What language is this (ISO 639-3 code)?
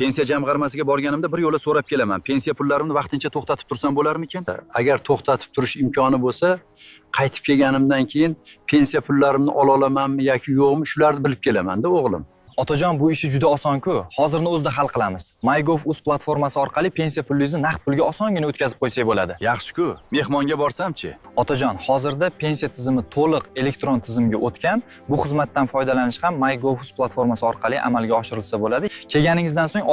uzb